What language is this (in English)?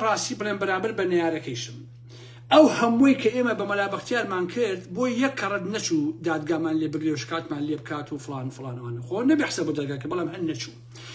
Central Kurdish